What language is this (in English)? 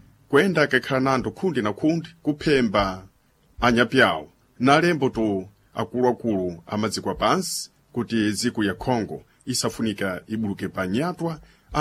Sena